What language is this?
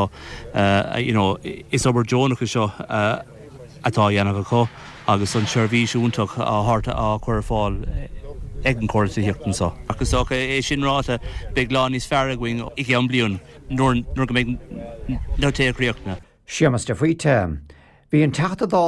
Irish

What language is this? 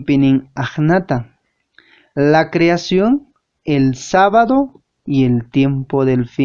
Quechua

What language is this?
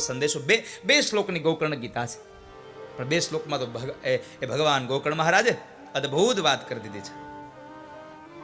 Gujarati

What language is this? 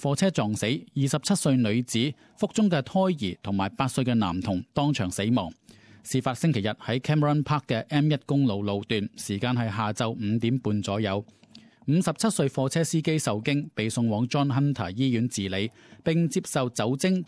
Cantonese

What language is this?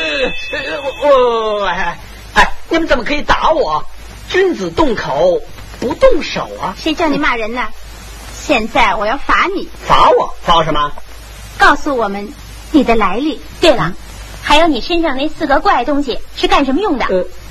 Chinese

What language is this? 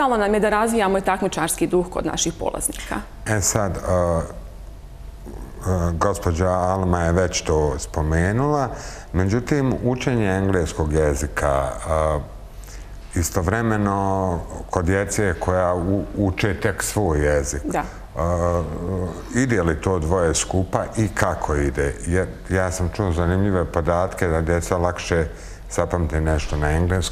Bosnian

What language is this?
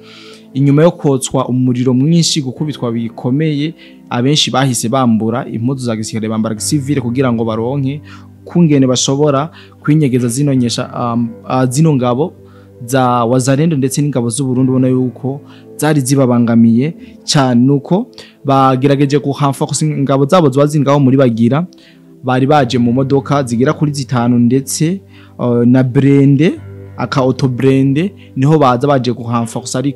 Rundi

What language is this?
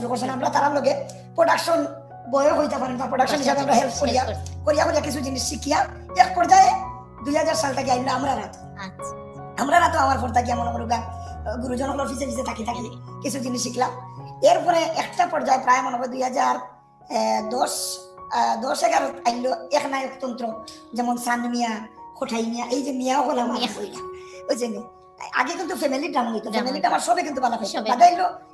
Sylheti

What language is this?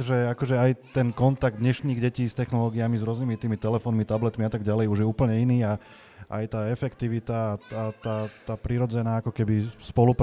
Slovak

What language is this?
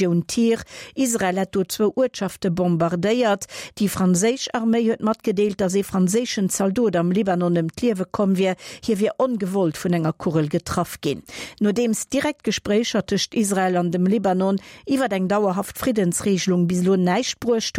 Luxembourgish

